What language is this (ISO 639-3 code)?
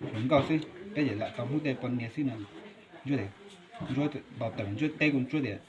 hmn